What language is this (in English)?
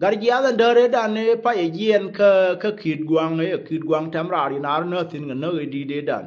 Nuer